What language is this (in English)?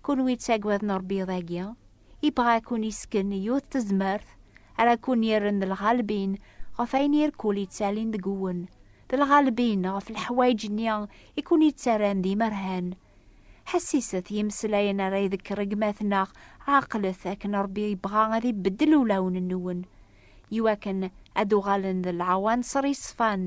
Kabyle